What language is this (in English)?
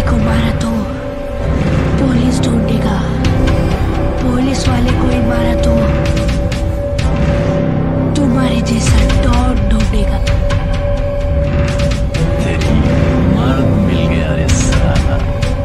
Hindi